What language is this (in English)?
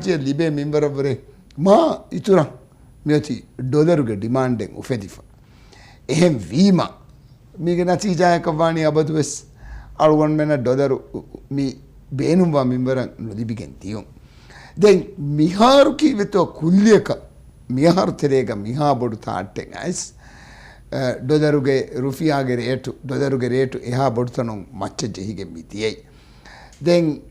Divehi